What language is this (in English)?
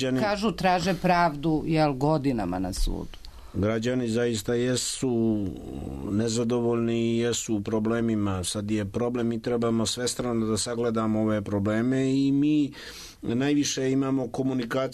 Serbian